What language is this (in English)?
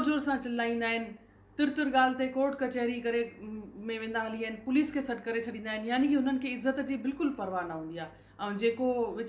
Sindhi